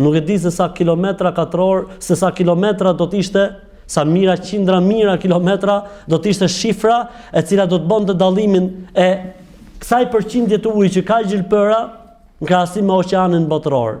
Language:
Albanian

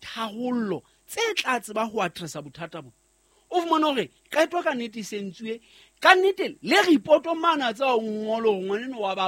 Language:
Southern Sotho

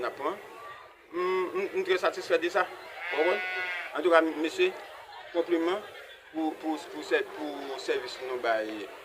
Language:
Haitian Creole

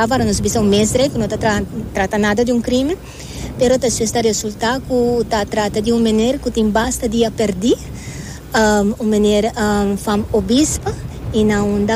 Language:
Papiamento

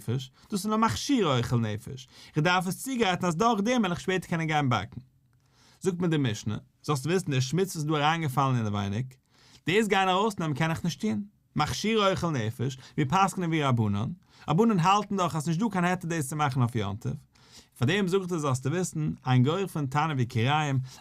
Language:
Yiddish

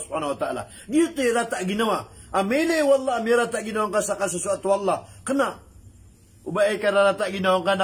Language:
Maranao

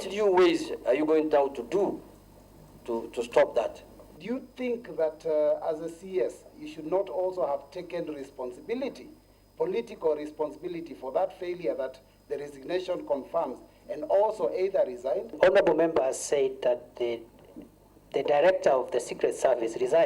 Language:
Meru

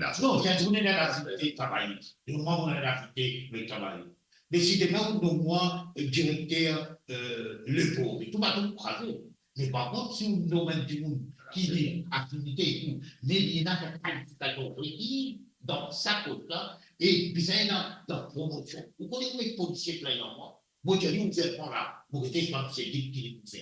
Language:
Morisyen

